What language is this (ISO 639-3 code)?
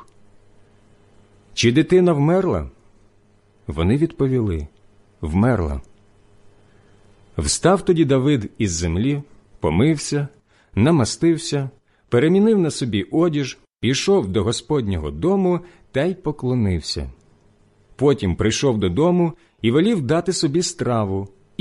ukr